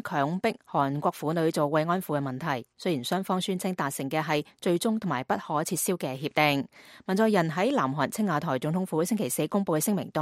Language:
Cantonese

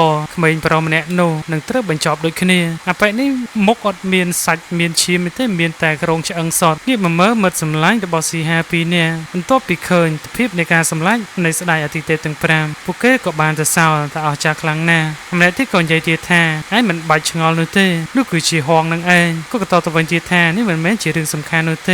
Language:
Khmer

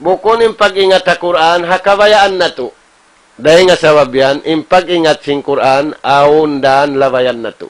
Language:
Tausug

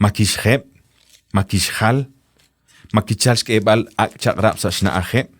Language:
Kekchí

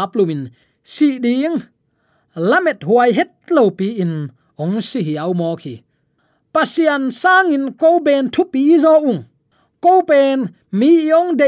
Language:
Tedim Chin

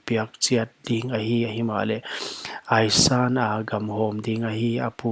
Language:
Paite Chin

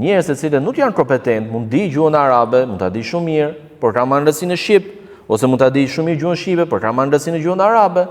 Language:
Albanian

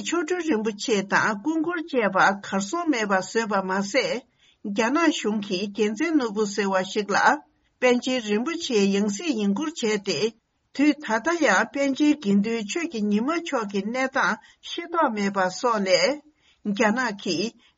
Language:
Tibetan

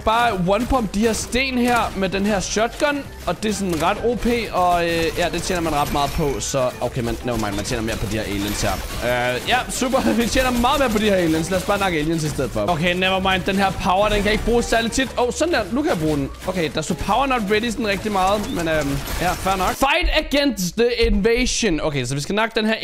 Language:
Danish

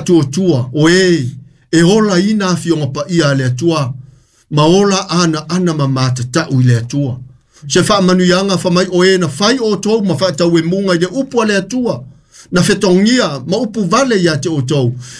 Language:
Samoan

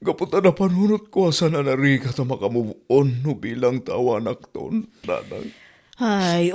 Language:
Iloko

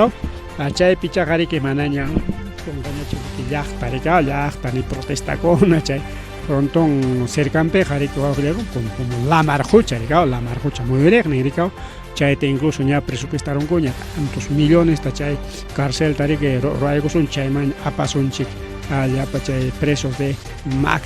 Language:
Ayacucho Quechua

